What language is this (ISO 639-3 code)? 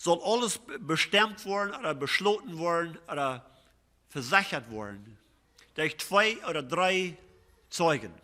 pdt